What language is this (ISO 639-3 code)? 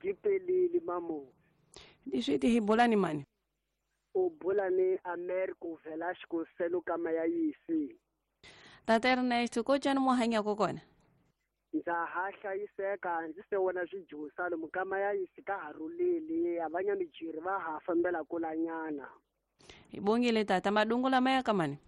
tso